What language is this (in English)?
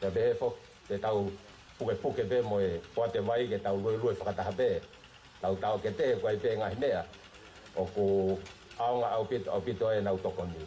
Tongan